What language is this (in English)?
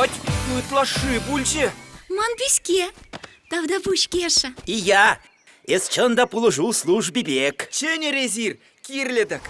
Chuvash